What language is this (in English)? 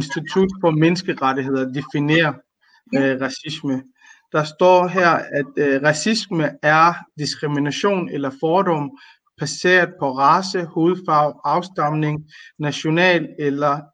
Danish